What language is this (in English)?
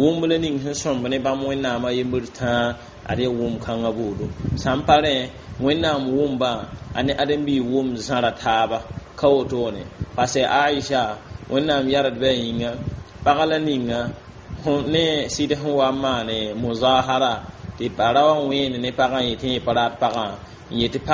Mossi